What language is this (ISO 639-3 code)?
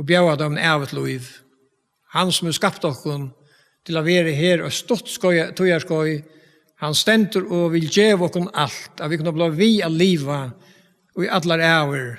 fao